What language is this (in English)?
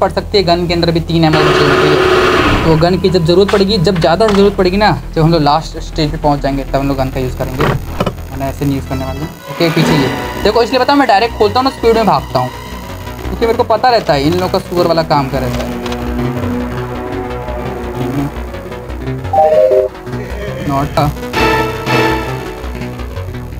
Hindi